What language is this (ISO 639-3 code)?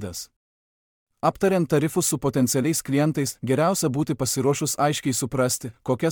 lit